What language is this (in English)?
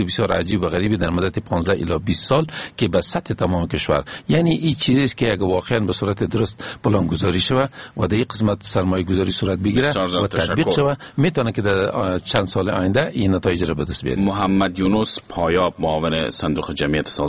Persian